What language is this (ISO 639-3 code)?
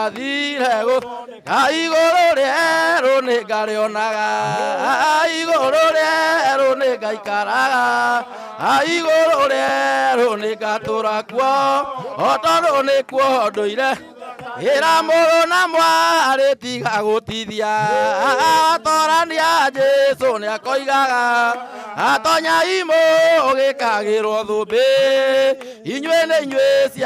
kik